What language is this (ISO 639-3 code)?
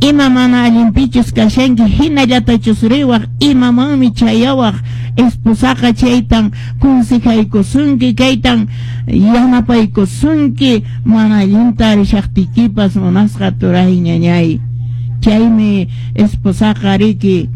que